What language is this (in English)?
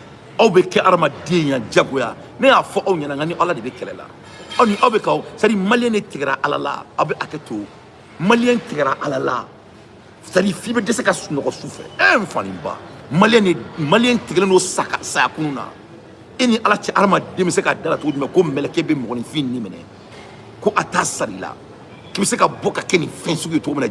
Bambara